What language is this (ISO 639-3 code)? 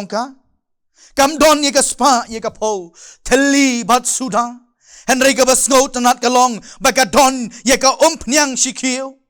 kha